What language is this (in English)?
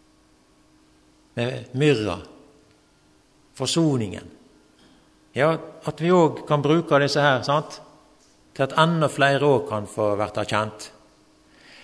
Norwegian